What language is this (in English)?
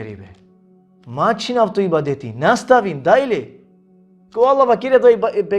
Balkan Romani